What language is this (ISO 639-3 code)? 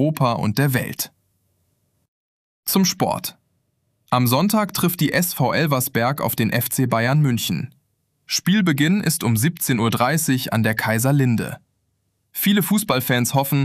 deu